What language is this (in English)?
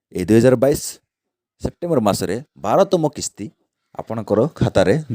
Odia